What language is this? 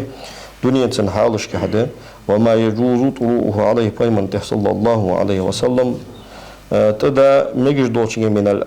Ingush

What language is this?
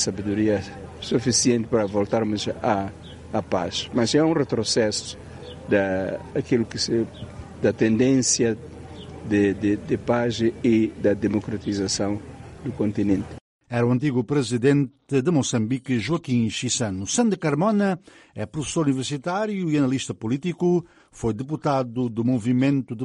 Portuguese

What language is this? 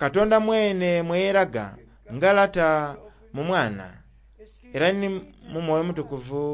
Soga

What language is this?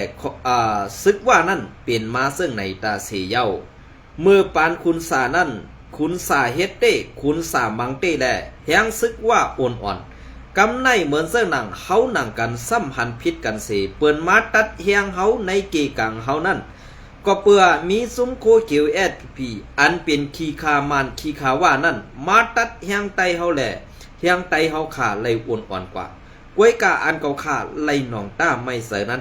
Shan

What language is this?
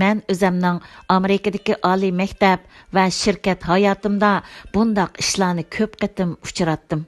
Uyghur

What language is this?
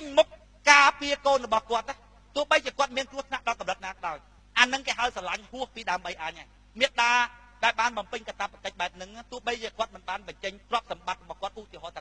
Khmer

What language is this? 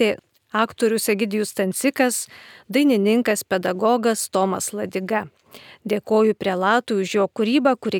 Lithuanian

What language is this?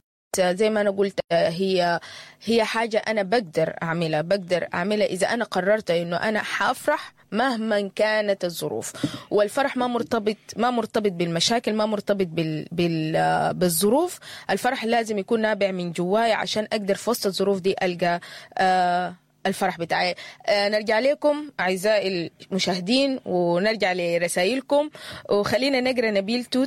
Sudanese Arabic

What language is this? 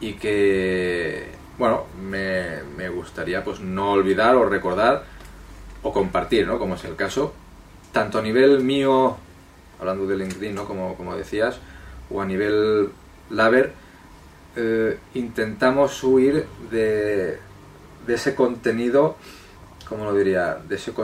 Spanish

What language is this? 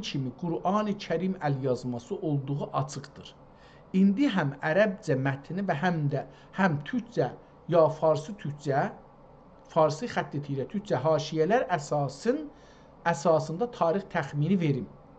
South Azerbaijani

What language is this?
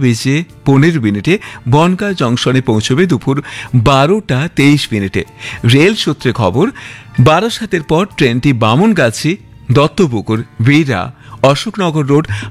Bangla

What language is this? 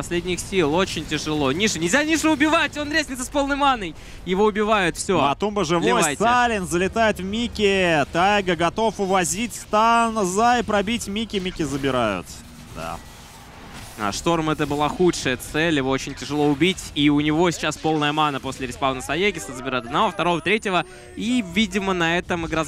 Russian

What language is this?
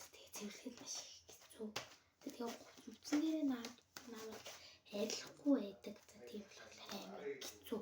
Mongolian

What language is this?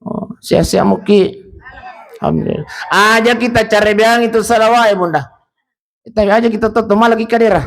Buginese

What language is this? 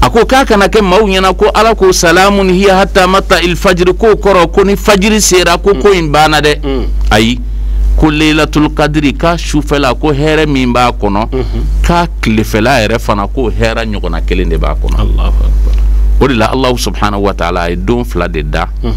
Bambara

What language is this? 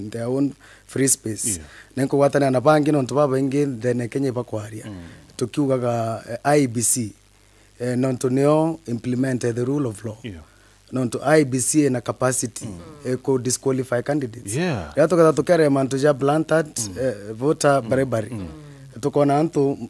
Meru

